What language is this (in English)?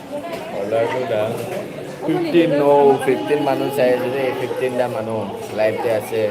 Naga Pidgin